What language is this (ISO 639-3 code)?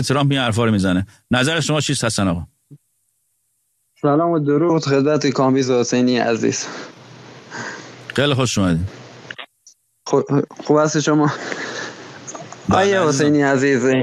fas